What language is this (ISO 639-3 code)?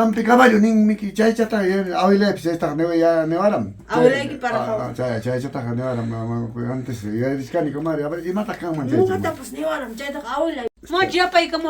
quy